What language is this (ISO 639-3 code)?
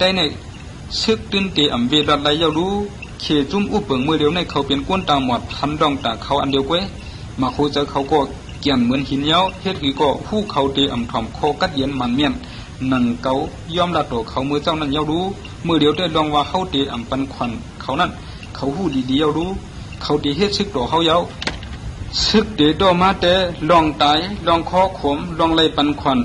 shn